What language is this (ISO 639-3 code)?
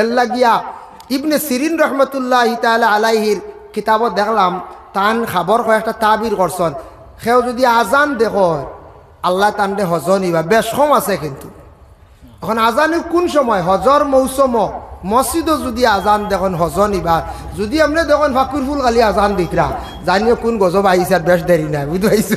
syl